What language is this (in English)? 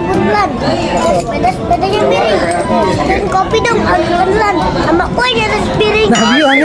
Betawi